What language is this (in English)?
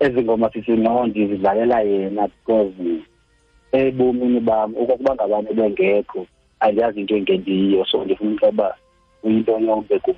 Xhosa